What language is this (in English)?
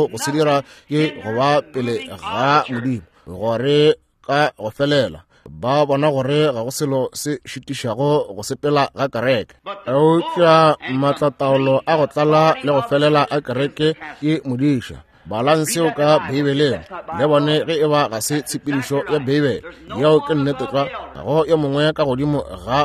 Northern Sotho